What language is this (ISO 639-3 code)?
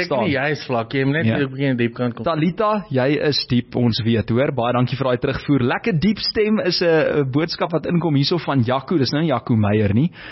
afr